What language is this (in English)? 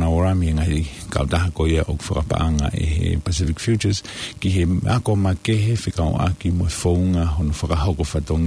Tongan